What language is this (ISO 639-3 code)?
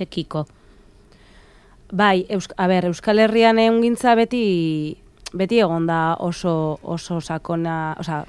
eus